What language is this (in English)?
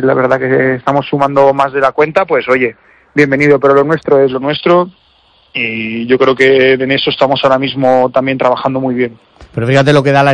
Spanish